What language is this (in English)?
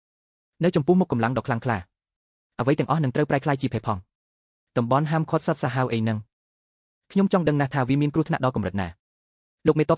Khmer